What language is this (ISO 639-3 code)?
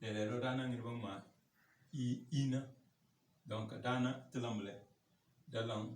kdh